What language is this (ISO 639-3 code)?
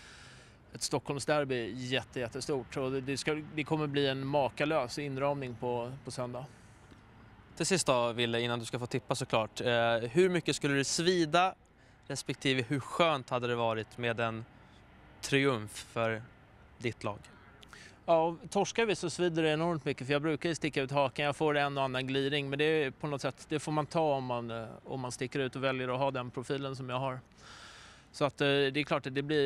swe